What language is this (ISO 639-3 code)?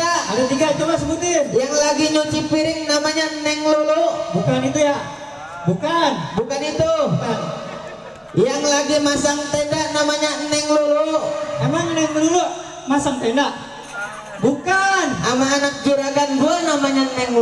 bew